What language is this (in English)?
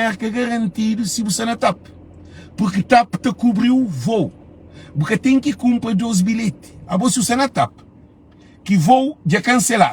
Kabuverdianu